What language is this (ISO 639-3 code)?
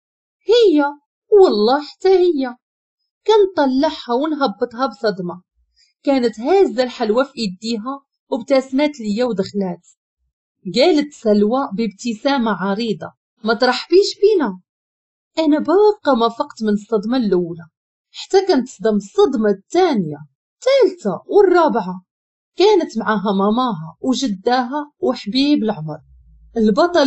ary